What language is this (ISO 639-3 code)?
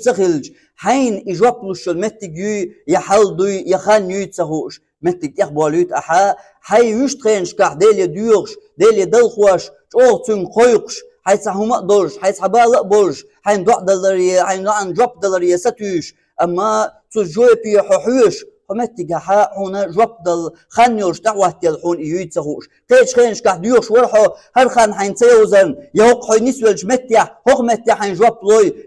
che